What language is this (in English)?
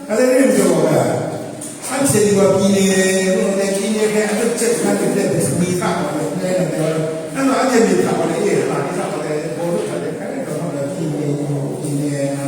Kachin